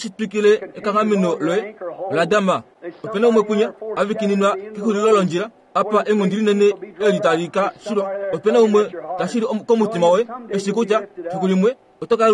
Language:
Kuanyama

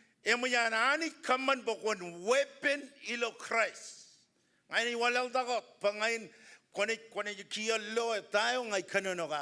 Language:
Marshallese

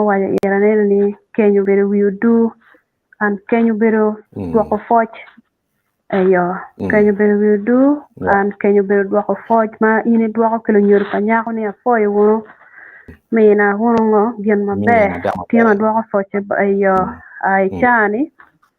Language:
Acoli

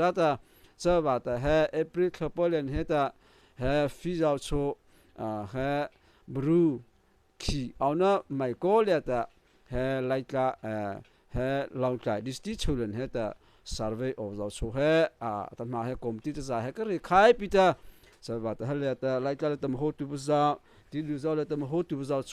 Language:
Mara Chin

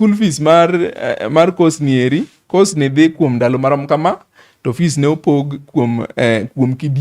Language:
Luo (Kenya and Tanzania)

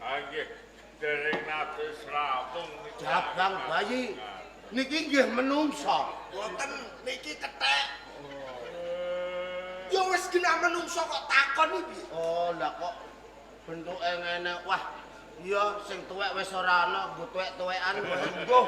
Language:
Javanese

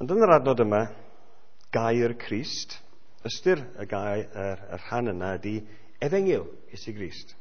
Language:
Welsh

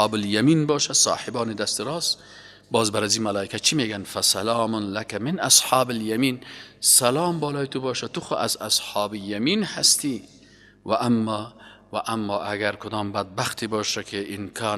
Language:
Persian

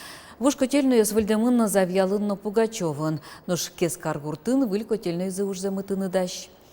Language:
Udmurt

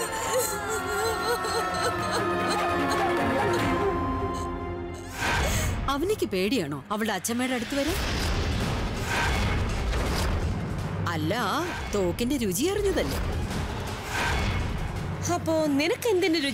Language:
Malayalam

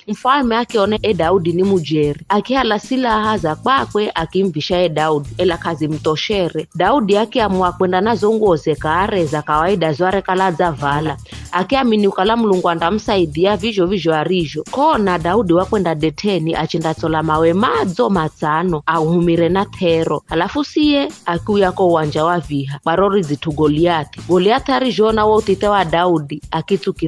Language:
Giryama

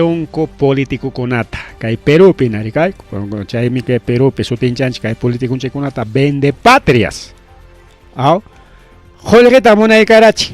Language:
Ayacucho Quechua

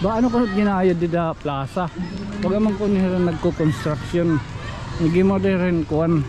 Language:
Waray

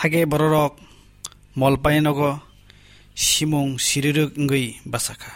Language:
Kok Borok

